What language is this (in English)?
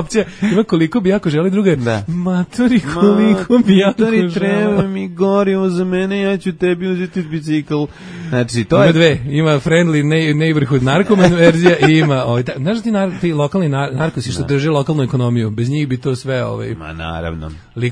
Serbian